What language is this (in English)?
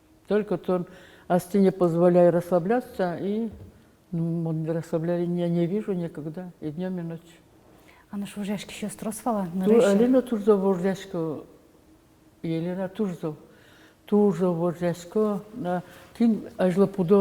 Udmurt